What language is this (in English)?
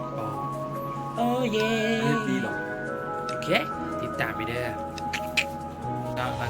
Lao